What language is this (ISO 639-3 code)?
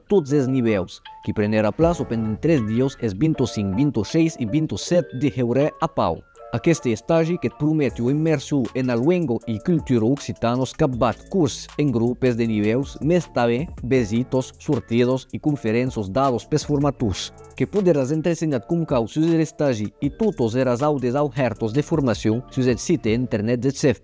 oci